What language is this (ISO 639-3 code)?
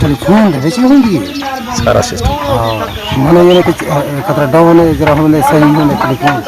skr